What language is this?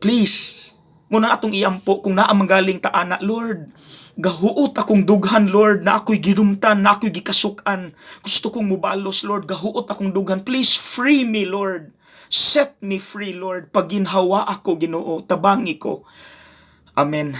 Cebuano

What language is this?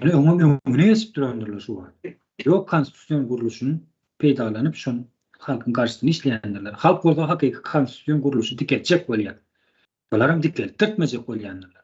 Turkmen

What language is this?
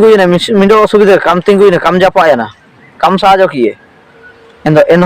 Ho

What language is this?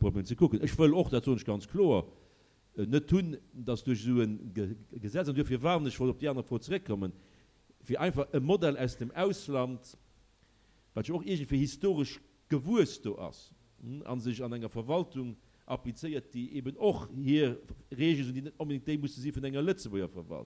Luxembourgish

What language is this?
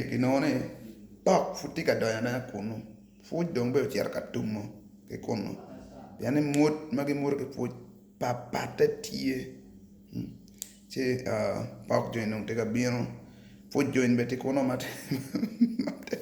Acoli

